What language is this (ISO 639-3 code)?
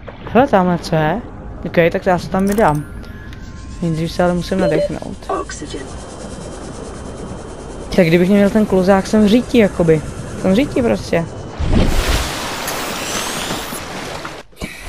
ces